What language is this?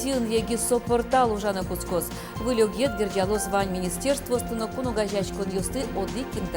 Udmurt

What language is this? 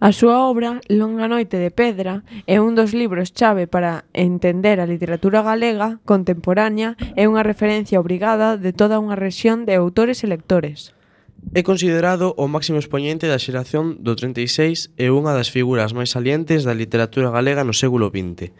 Galician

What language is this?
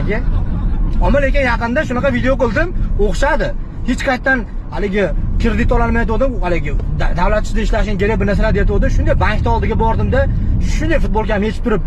Uzbek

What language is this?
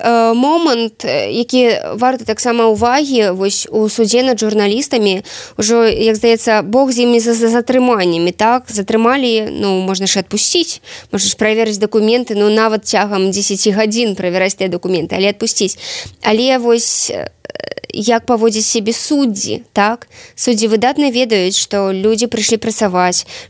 Belarusian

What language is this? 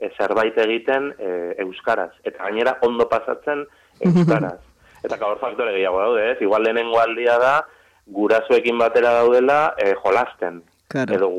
Basque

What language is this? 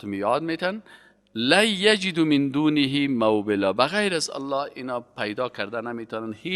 Persian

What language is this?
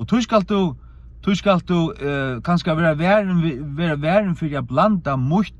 Faroese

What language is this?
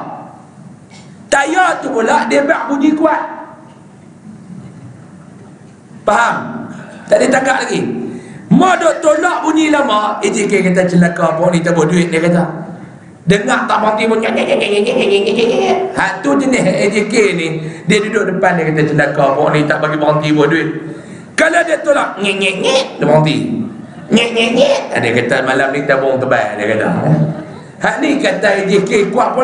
Malay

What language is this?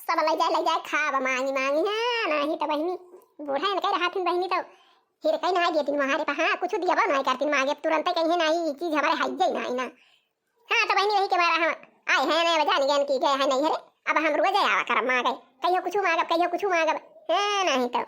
Awadhi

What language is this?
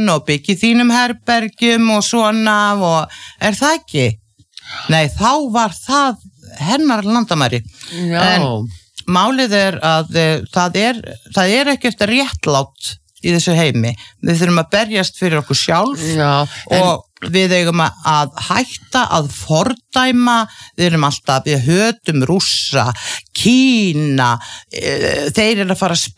Icelandic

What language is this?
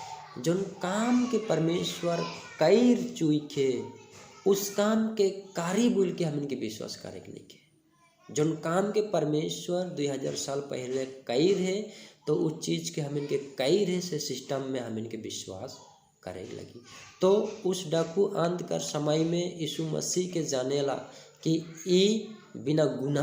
Sadri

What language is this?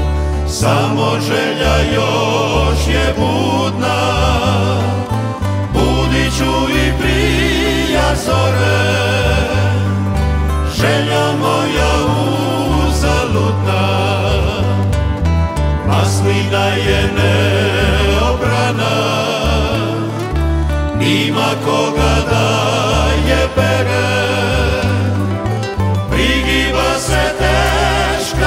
Croatian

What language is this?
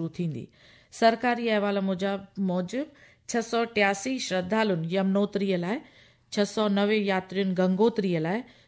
Sindhi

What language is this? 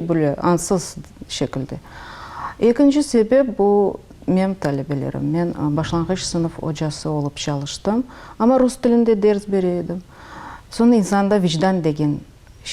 Crimean Tatar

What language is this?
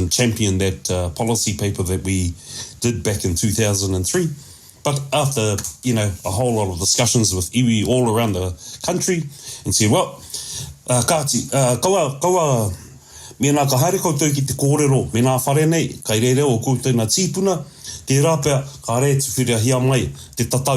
Māori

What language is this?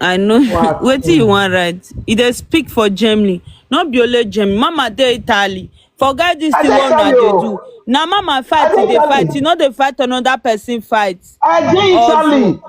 Nigerian Pidgin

